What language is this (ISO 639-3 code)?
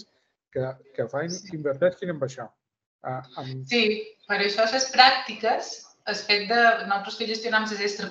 cat